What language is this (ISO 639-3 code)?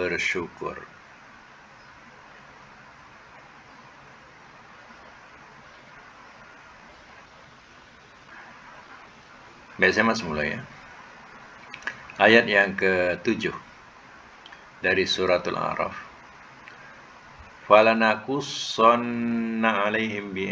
msa